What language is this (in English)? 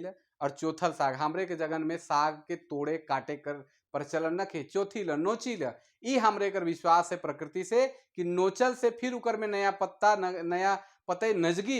Sadri